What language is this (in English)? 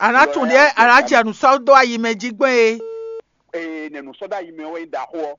Fon